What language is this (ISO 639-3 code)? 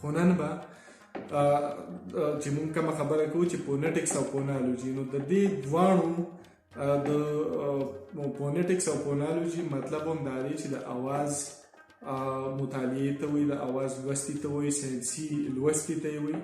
pus